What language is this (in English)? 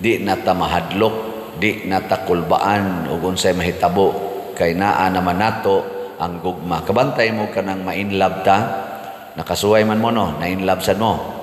Cebuano